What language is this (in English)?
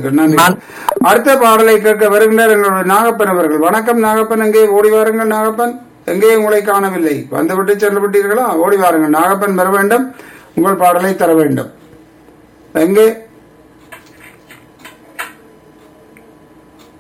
Tamil